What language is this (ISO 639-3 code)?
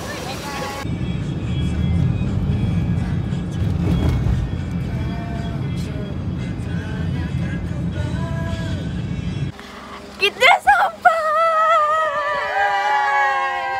msa